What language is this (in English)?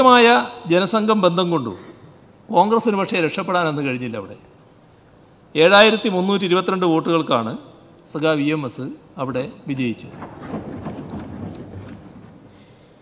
Malayalam